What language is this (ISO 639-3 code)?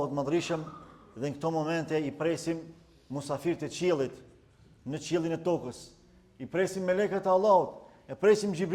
sqi